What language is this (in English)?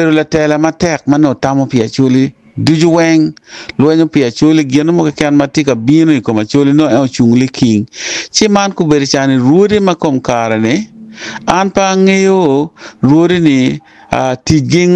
Acoli